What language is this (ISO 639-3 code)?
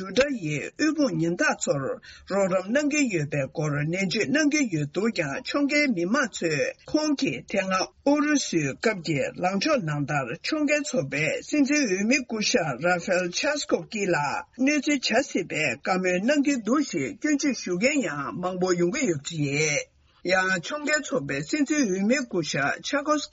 bod